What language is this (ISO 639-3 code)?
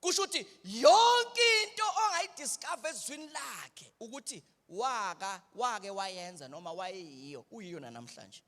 zul